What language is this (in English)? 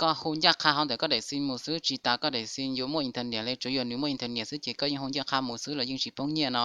Hmong